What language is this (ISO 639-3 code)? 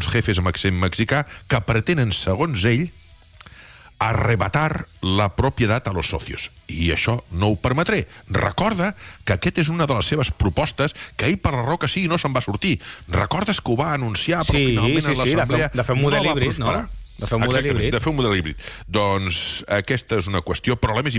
cat